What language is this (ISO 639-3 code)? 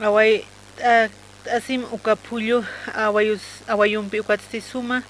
aym